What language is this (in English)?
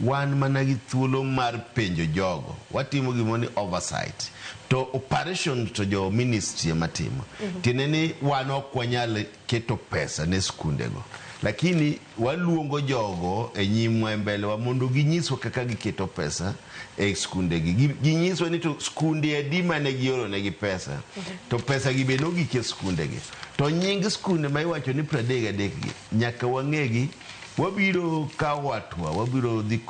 Luo (Kenya and Tanzania)